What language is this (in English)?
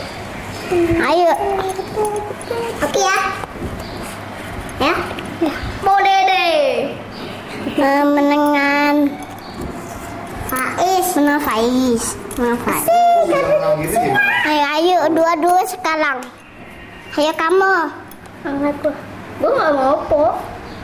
Indonesian